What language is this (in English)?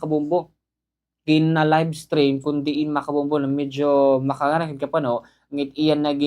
Waray